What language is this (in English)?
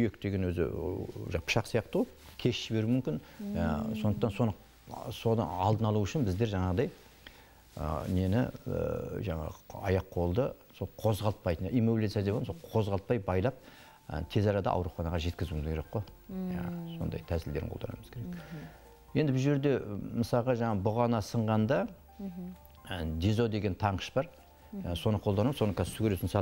Kazakh